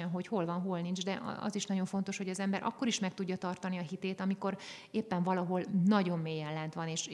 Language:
Hungarian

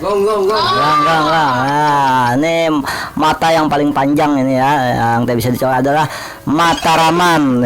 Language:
Banjar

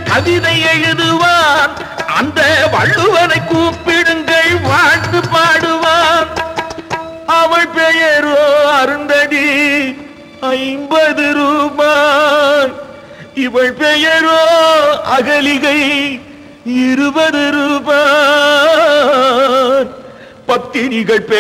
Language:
Tamil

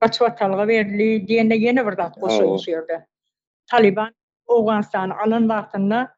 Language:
Turkmen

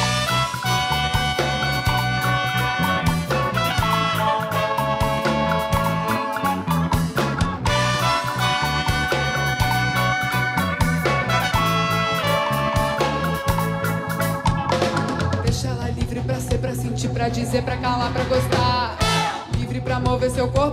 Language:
Portuguese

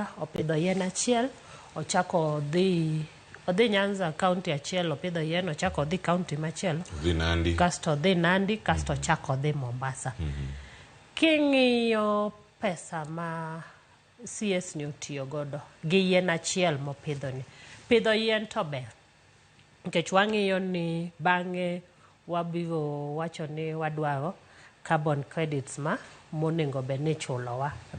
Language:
Luo (Kenya and Tanzania)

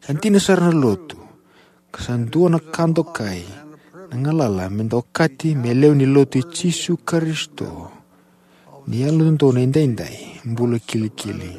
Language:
Fijian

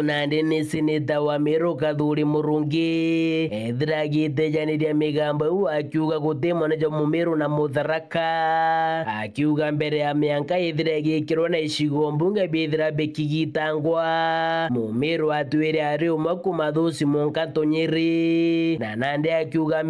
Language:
Meru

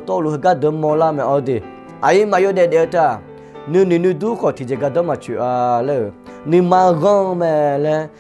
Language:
Akha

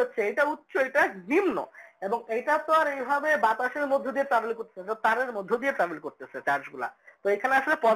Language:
Bangla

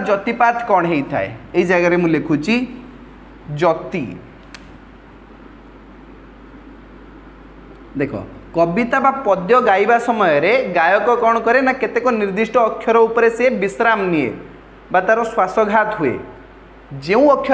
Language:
Odia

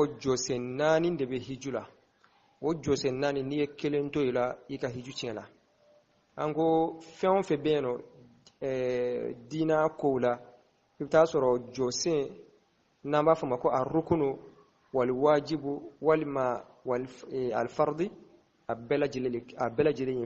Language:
Bambara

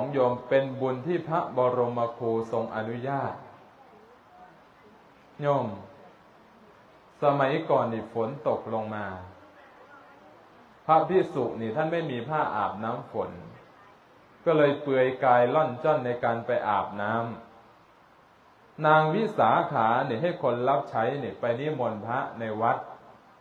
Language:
Thai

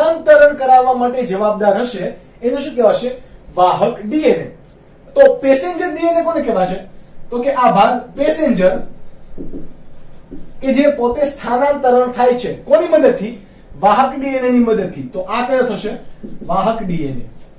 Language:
Gujarati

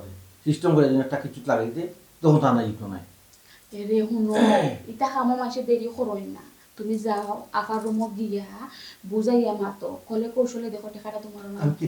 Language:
Sylheti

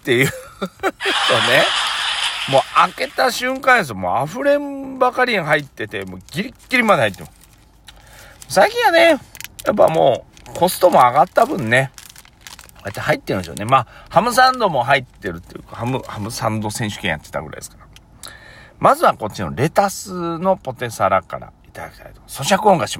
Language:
Japanese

